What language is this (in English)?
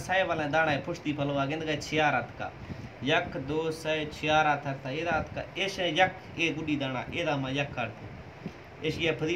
Baluchi